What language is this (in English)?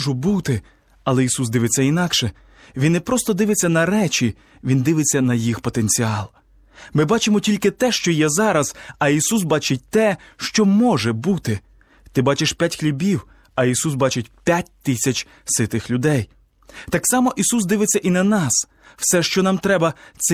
Ukrainian